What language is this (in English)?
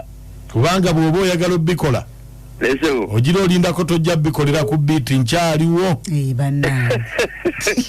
Ganda